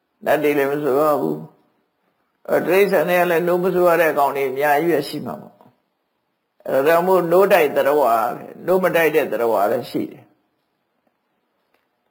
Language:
Burmese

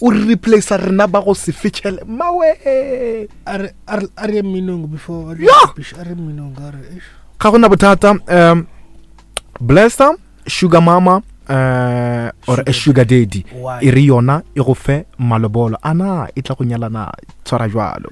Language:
Northern Sotho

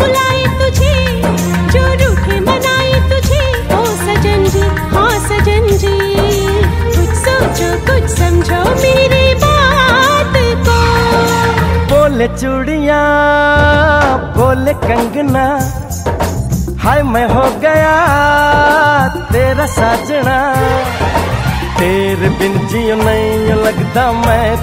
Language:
Hindi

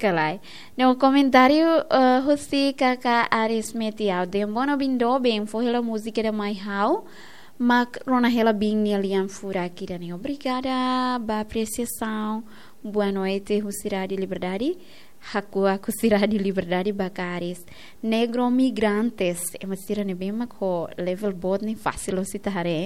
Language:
Tetum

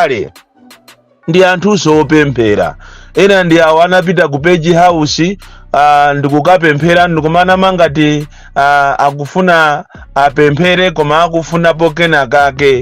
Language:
Nyanja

